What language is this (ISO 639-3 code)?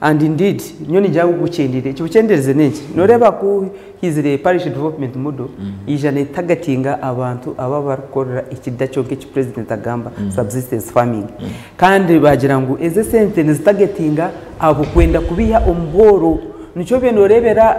nyn